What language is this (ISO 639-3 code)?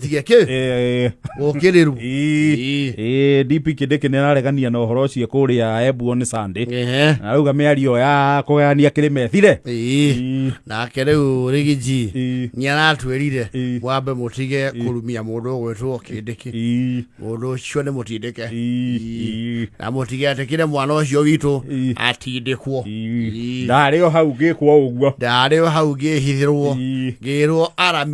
kik